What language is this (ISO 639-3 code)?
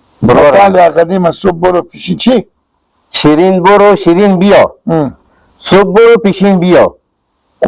haz